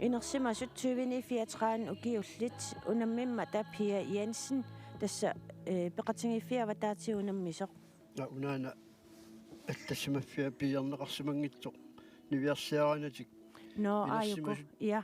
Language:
Kalaallisut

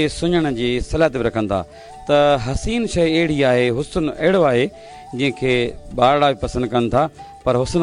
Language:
Sindhi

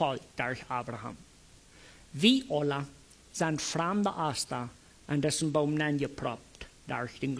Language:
Plautdietsch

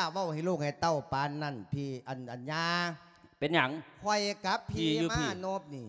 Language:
Lao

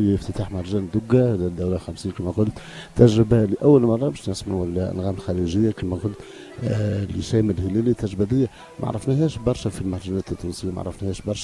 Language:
Tunisian Arabic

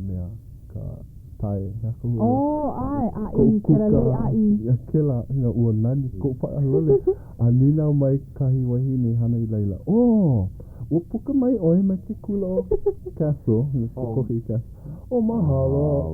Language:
Hawaiian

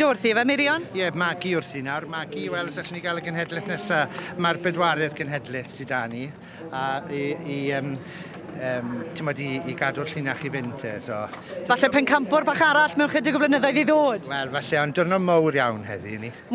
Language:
Welsh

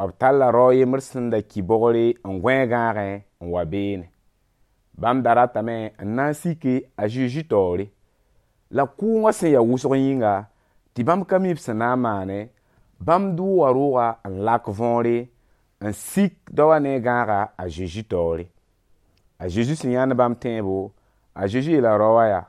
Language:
Mossi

